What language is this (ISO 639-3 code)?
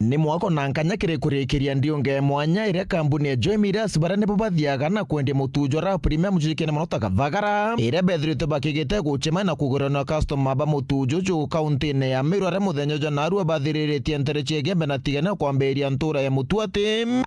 mer